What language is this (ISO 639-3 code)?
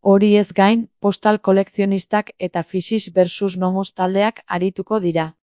eus